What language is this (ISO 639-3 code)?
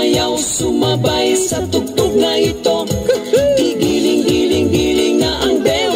fil